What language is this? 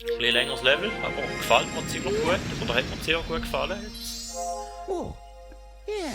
Swiss German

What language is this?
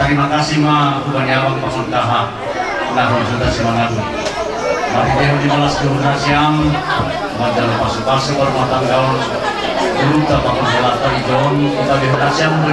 Batak Simalungun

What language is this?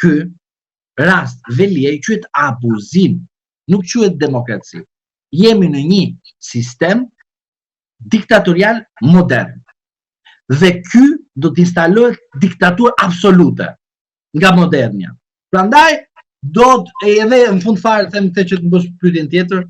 Albanian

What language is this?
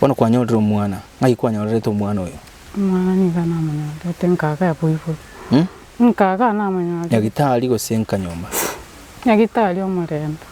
Gusii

